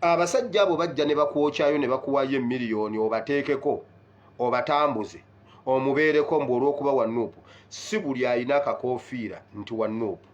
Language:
Ganda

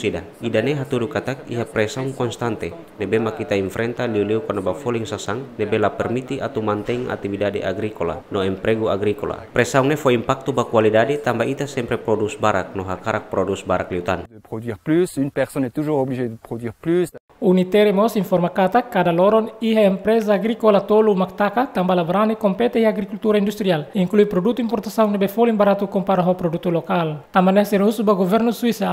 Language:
Tetum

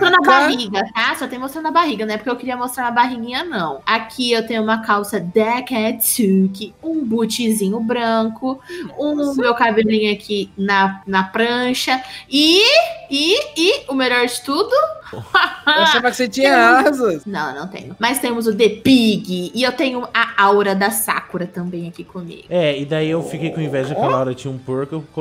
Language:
Portuguese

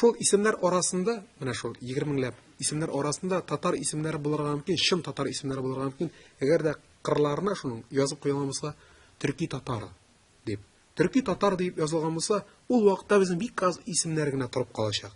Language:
Tatar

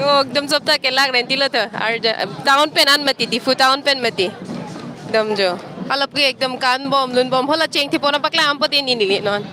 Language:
Karbi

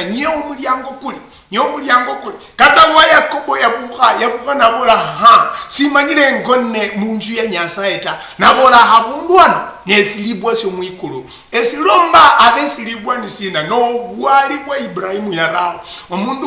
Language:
Luyia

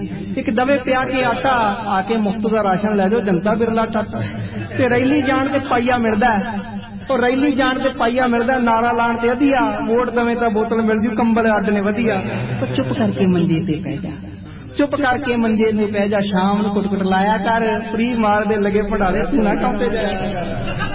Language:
Punjabi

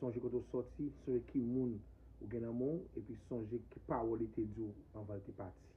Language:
Haitian Creole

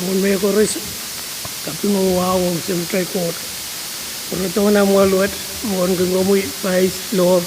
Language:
Pohnpeian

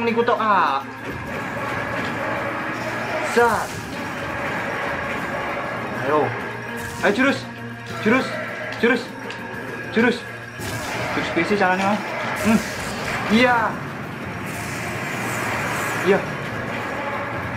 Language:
Indonesian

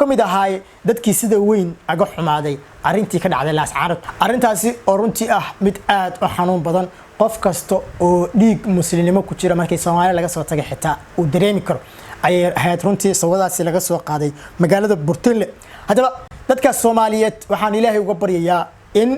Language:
Somali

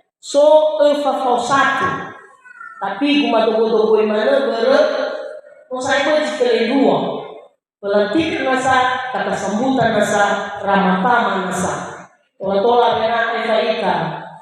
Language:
Nias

